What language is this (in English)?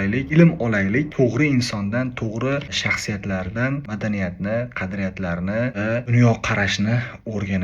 Uzbek